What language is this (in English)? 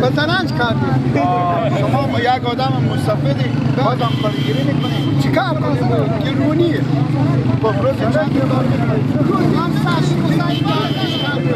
Persian